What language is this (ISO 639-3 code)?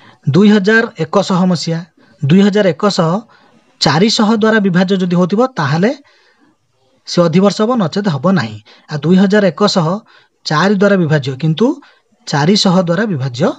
ori